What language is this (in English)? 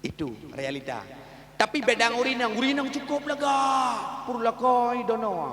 Achinese